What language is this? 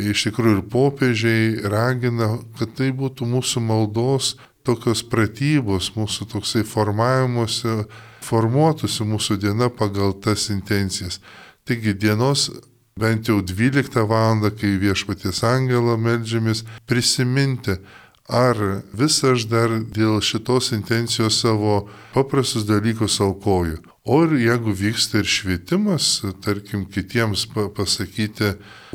Lithuanian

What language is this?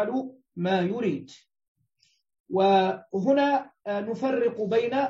Arabic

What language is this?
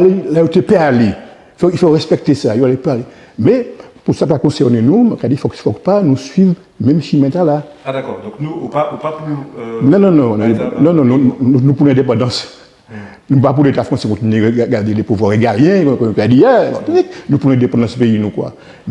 Guadeloupean Creole French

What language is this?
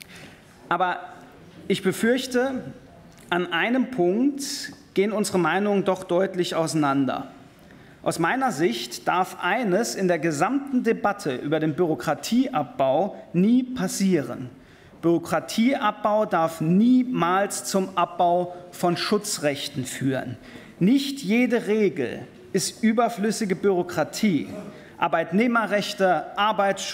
German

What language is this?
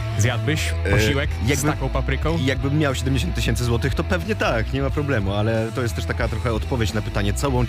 Polish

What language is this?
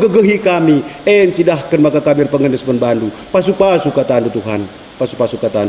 Batak Karo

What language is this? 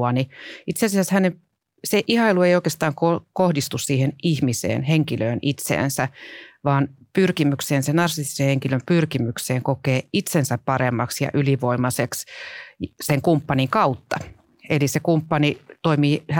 Finnish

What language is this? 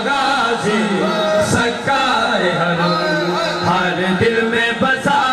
Urdu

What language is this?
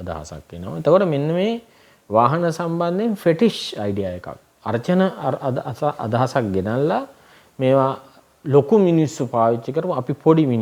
Sinhala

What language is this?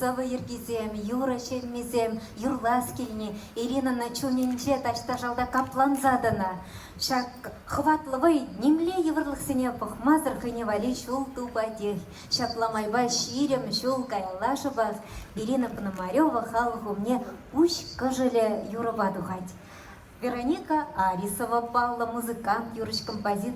Chuvash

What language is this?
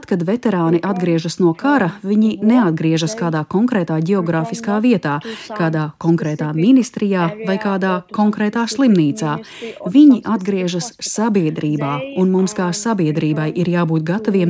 Latvian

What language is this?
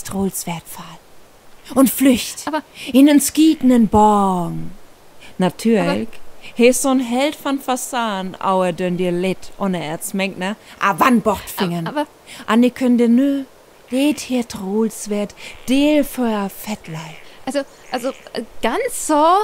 Northern Frisian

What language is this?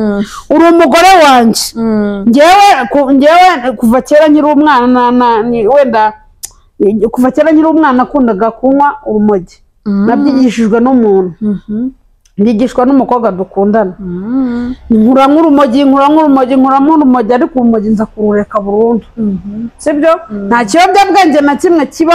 Kinyarwanda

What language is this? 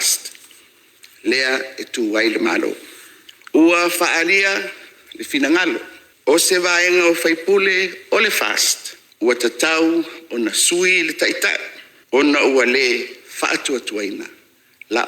Samoan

